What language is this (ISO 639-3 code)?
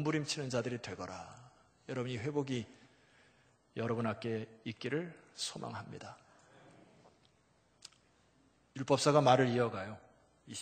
kor